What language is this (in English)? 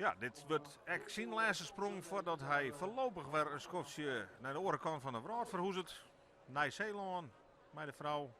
Western Frisian